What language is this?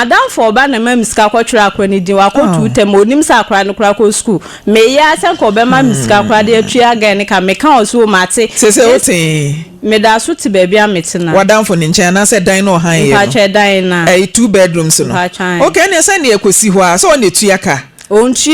Akan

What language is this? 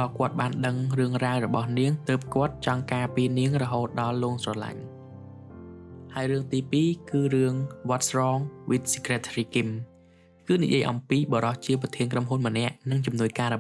Khmer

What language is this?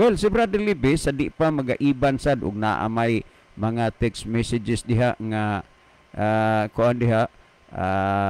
Cebuano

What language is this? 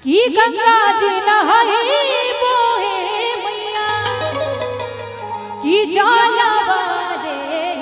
Bhojpuri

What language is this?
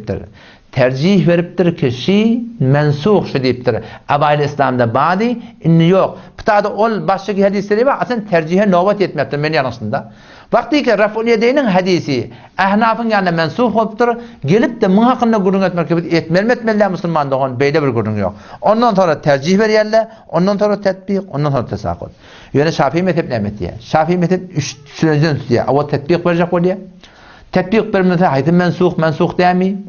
Turkmen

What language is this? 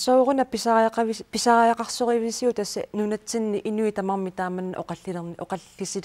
Kalaallisut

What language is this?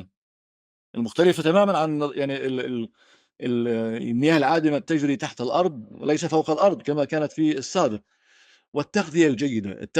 North Levantine Arabic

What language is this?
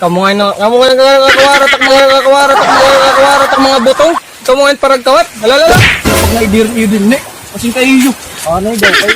Waray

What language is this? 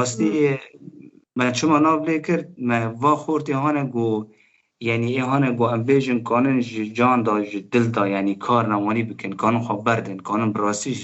Kurdish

